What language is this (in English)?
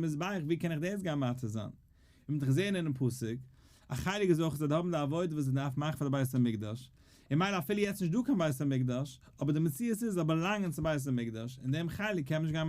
Yiddish